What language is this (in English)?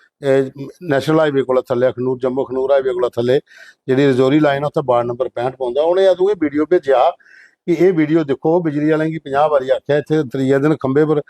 Dogri